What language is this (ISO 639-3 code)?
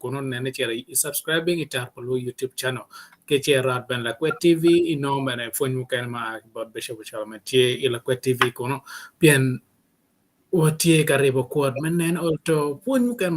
ach